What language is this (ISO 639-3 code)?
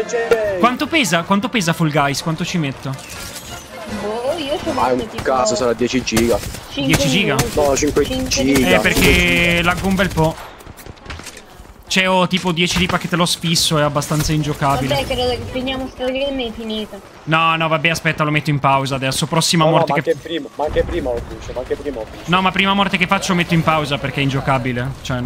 ita